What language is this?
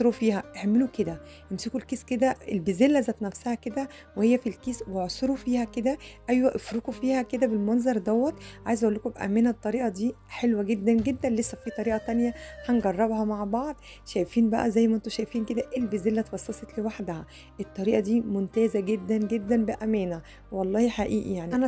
Egyptian Arabic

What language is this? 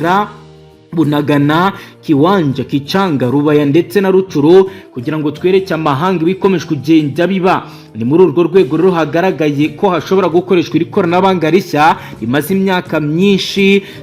Kinyarwanda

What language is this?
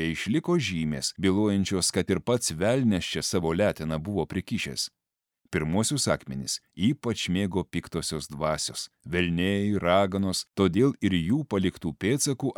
Lithuanian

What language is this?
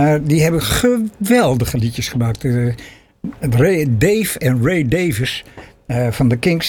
Dutch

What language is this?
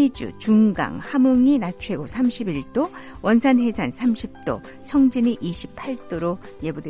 Korean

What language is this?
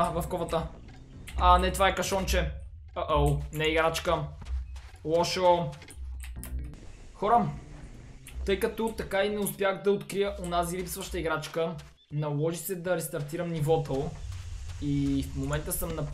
Bulgarian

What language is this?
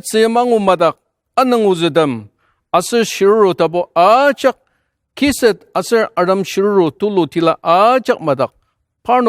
Ao Naga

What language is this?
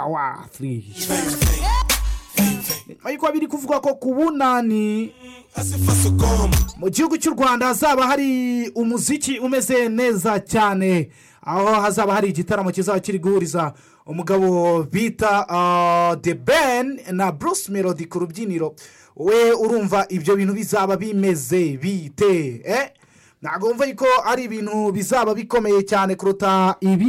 Kinyarwanda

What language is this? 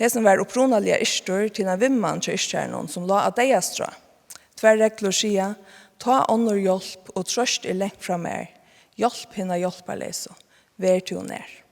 Faroese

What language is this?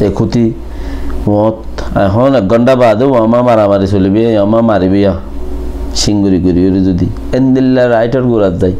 Rohingya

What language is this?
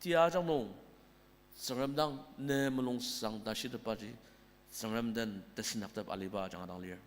Ao Naga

